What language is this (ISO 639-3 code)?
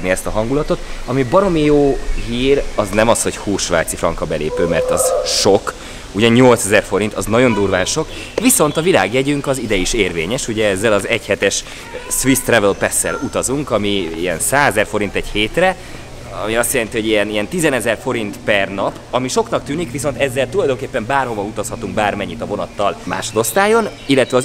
hun